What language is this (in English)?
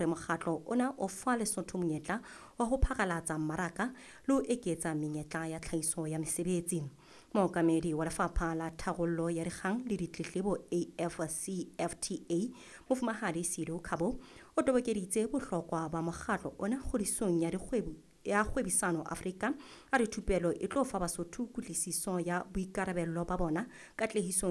Southern Sotho